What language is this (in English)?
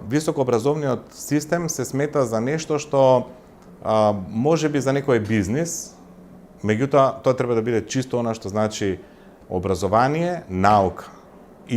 Macedonian